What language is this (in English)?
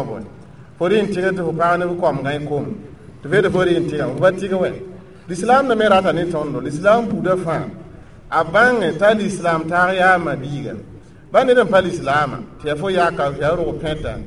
Mossi